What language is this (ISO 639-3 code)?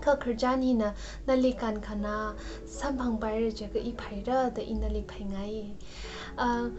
nmf